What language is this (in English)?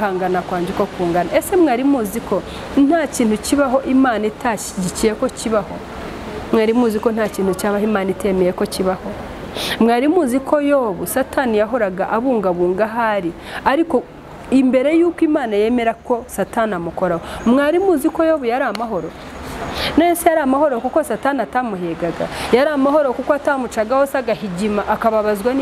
Kinyarwanda